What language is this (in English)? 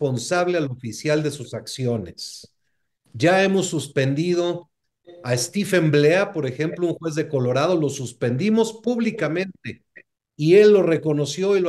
Spanish